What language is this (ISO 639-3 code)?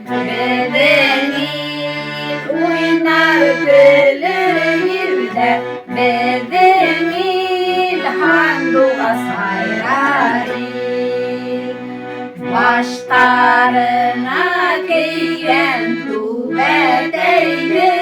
bak